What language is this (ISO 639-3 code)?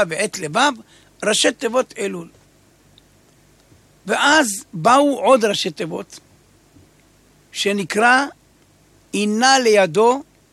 heb